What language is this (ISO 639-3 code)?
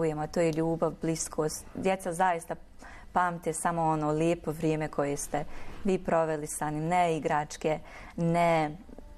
bos